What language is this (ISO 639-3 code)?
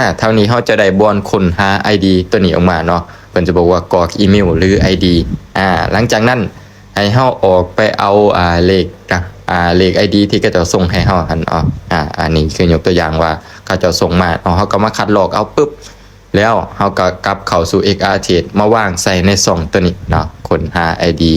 lao